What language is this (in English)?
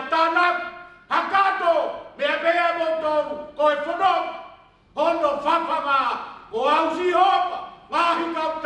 Tongan